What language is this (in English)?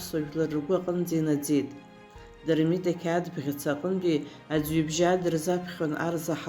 Abkhazian